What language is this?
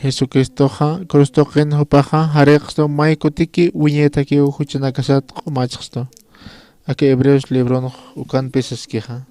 Aymara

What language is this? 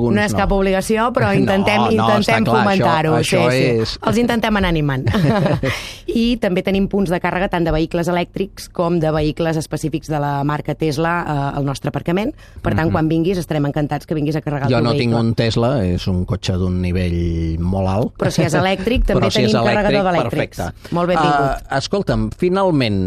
Catalan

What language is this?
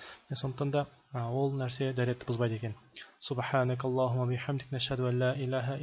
Kazakh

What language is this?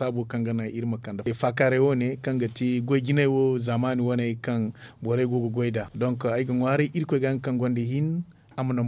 Zarma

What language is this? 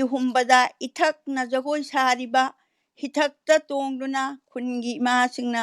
Manipuri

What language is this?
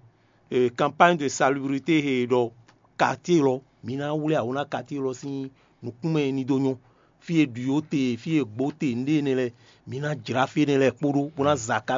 Fon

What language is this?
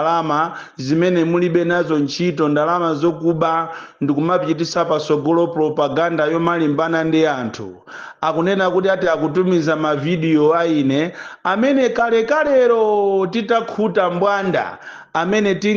Nyanja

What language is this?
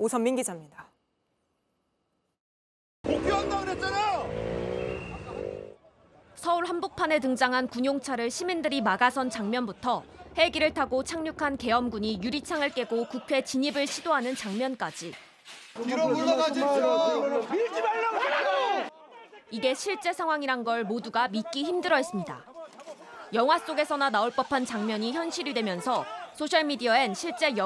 Korean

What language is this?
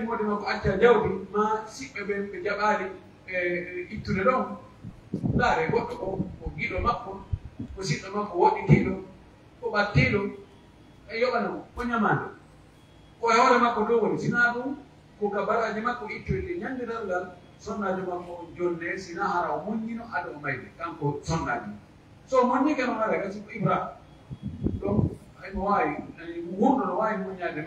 Pular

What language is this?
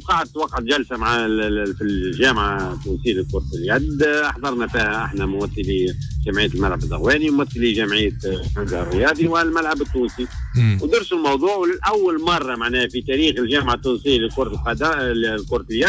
Tunisian Arabic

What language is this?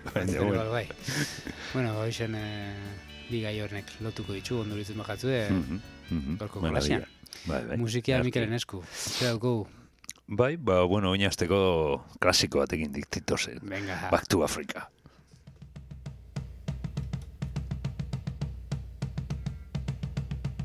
Basque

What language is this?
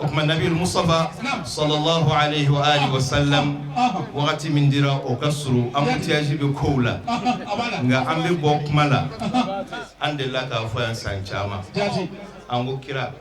Bambara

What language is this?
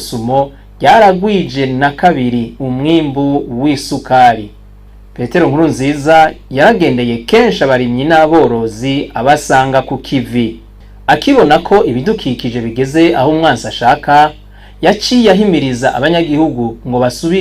Rundi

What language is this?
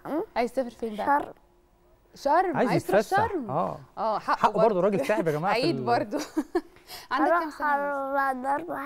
Egyptian Arabic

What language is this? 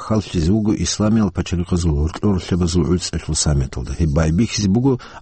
Avaric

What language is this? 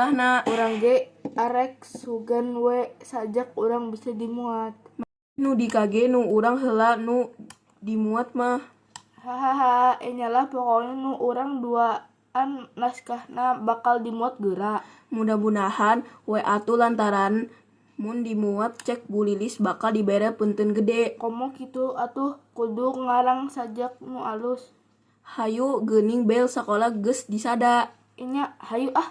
Sundanese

